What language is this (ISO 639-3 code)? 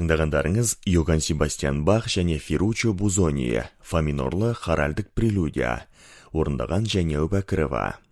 kaz